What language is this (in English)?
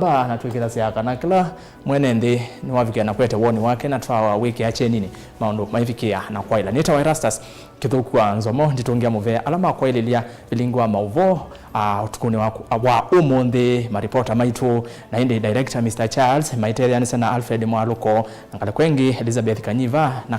Kamba